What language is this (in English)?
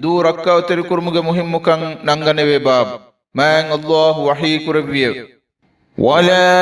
Divehi